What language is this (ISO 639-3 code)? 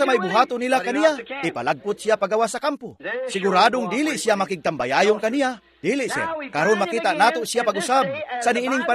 ceb